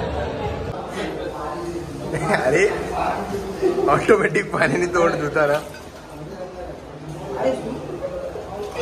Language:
Marathi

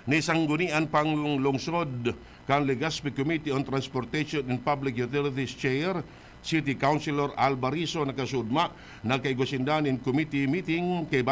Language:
Bikol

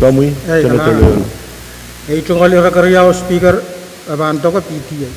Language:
Pohnpeian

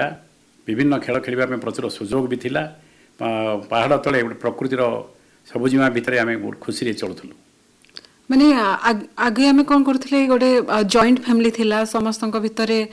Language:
Odia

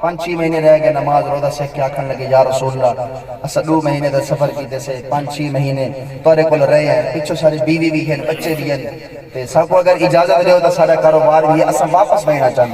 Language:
Saraiki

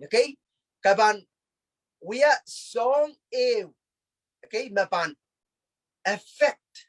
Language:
Pohnpeian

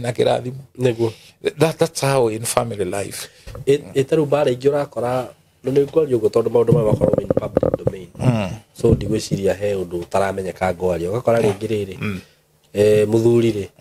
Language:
Kikuyu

